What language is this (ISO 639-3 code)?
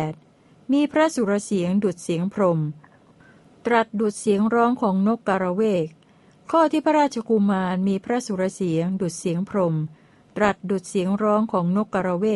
tha